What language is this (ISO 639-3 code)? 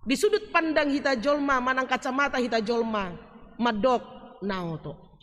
bbc